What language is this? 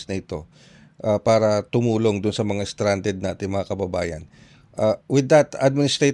Filipino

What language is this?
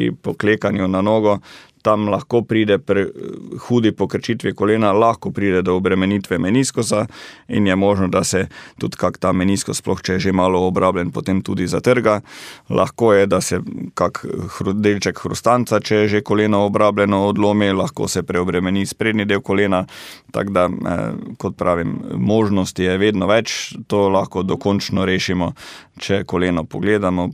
Slovenian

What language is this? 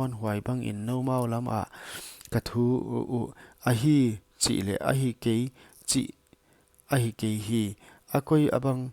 Paite Chin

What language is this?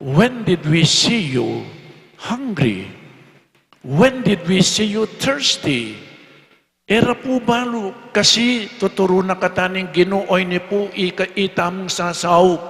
Pampanga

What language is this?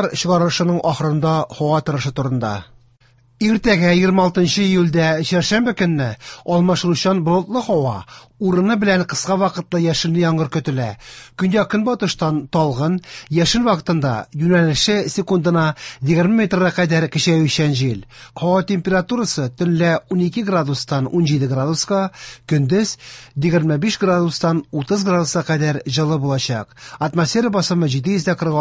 Tatar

